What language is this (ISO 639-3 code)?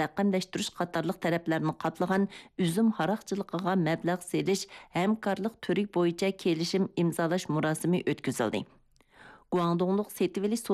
uig